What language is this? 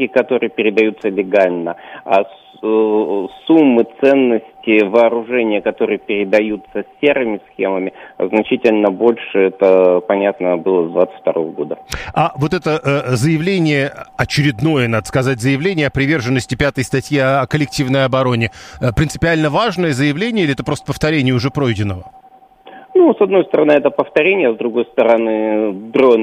Russian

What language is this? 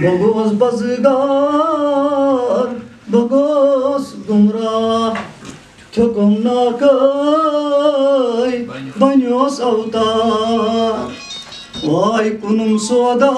Kashmiri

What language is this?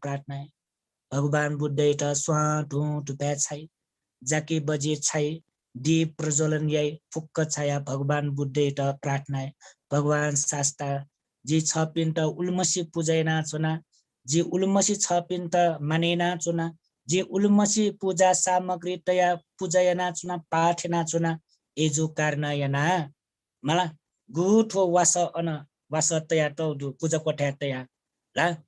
Newari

